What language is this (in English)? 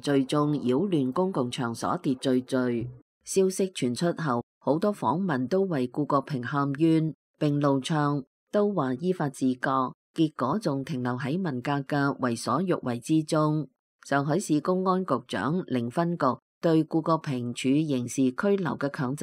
Cantonese